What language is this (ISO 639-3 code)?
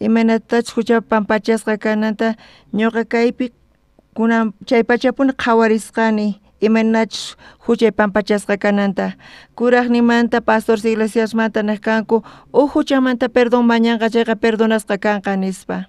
quh